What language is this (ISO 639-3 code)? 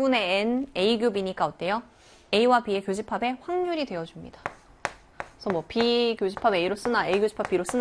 kor